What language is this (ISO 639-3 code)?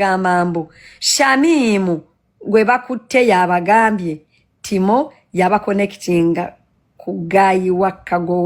lug